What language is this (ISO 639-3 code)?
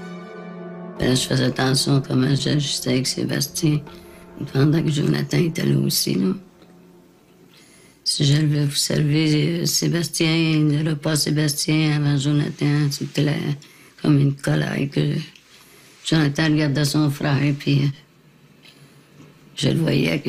fra